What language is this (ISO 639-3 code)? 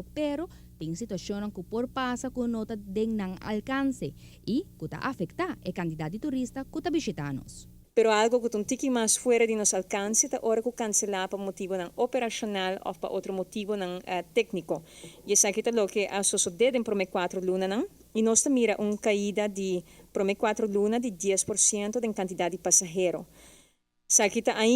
pap